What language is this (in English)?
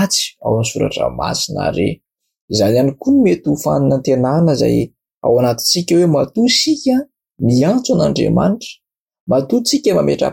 Malagasy